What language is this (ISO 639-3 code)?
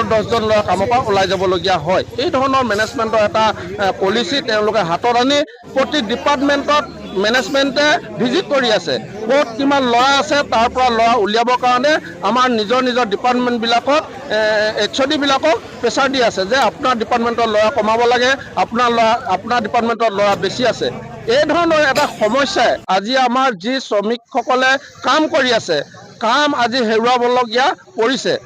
asm